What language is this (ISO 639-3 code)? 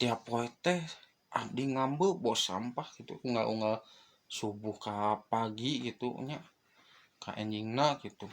sun